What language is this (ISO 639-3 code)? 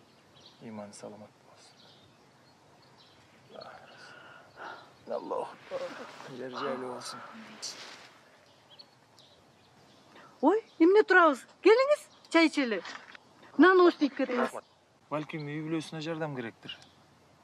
kir